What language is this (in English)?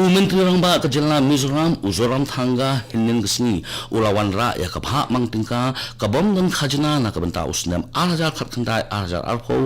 Khasi